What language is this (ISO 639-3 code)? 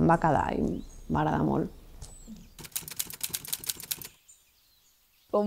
cat